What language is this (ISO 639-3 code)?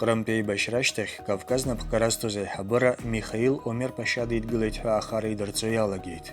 abk